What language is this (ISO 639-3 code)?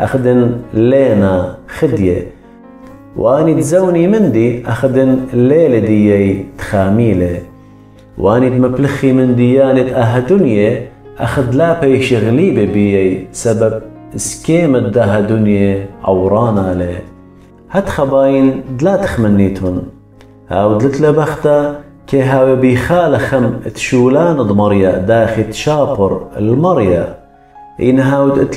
aii